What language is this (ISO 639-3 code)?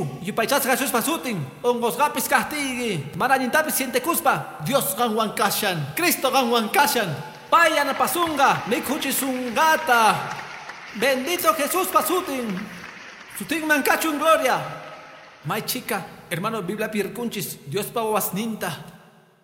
que